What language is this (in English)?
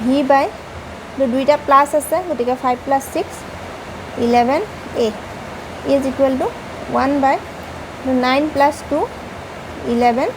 Assamese